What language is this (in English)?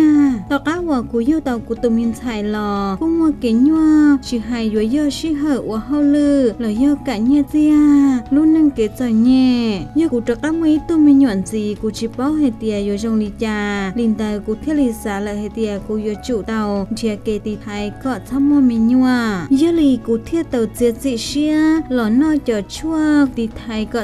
Hmong